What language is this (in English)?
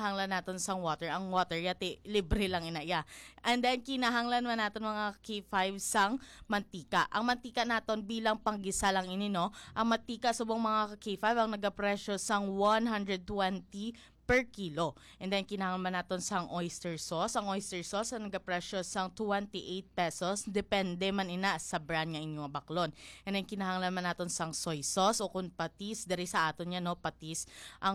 Hiligaynon